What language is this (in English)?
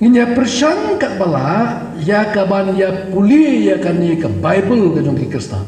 Khasi